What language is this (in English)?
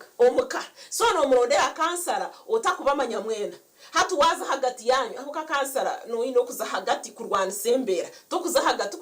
Nyankole